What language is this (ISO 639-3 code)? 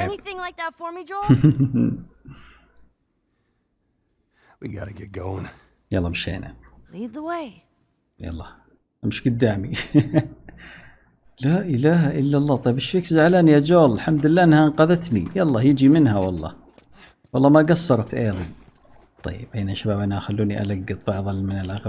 ara